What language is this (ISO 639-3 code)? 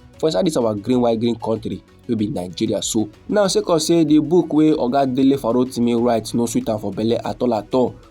pcm